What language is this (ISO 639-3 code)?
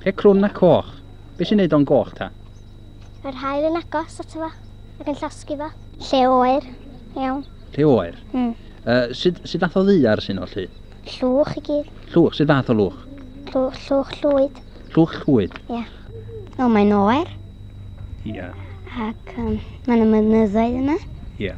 cym